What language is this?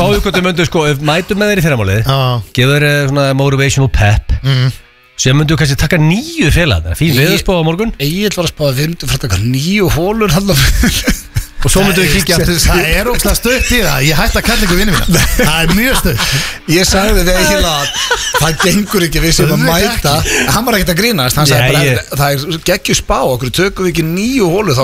Icelandic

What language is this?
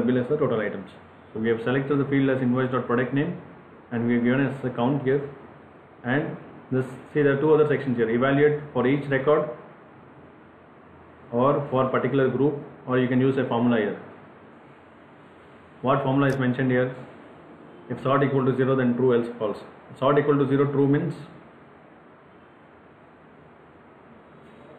English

